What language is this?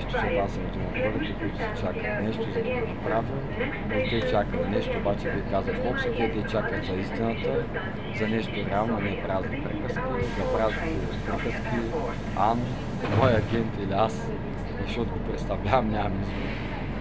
Bulgarian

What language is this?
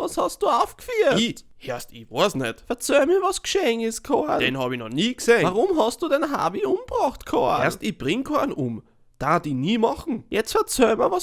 Bavarian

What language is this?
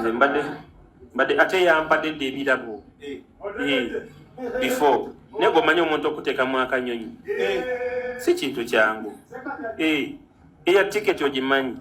Ganda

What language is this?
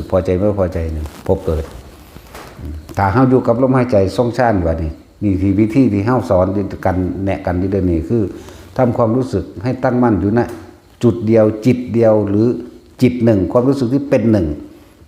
Lao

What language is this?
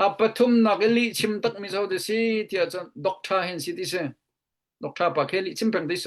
Hakha Chin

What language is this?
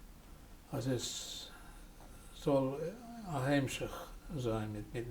Yiddish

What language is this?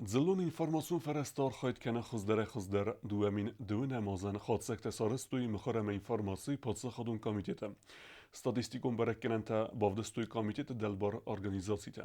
Ossetic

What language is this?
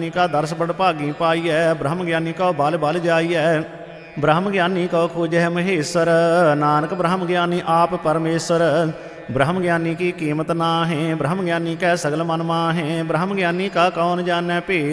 Punjabi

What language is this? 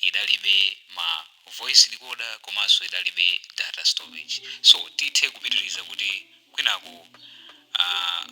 Nyanja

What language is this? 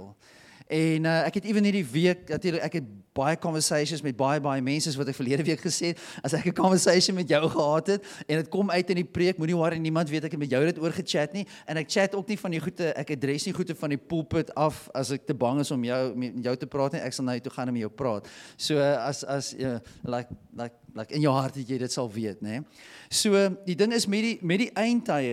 Afrikaans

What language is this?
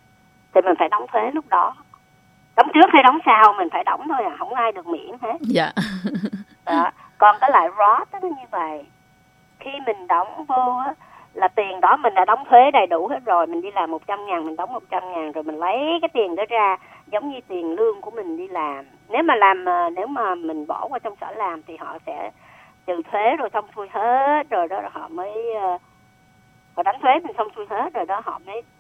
Vietnamese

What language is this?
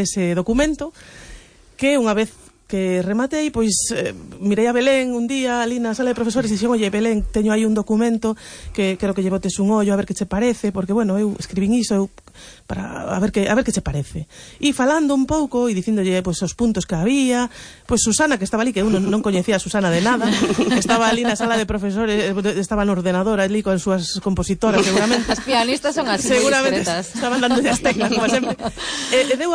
Galician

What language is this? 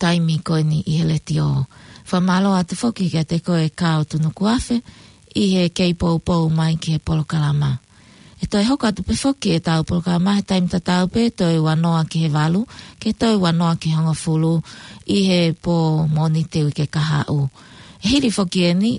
Tongan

